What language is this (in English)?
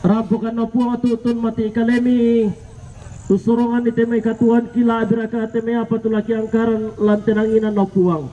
Toraja-Sa'dan